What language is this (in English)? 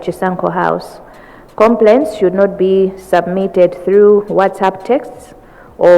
Nyanja